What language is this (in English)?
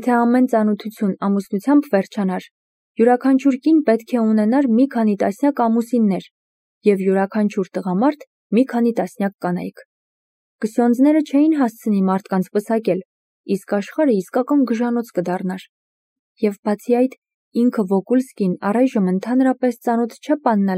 Armenian